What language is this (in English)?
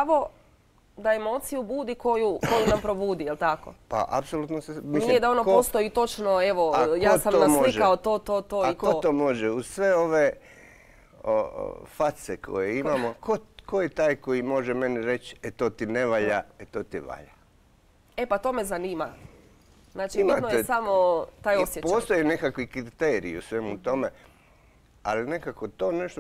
Croatian